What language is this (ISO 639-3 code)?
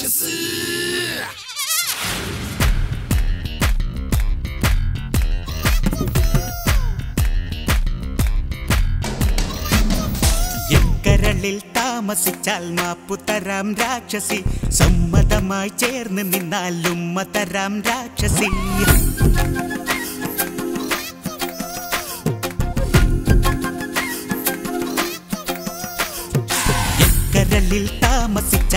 mal